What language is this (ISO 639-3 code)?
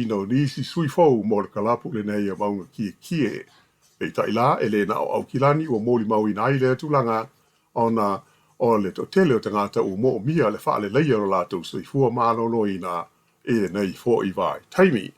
smo